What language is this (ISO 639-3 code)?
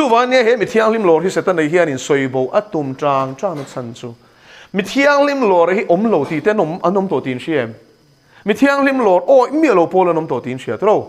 lus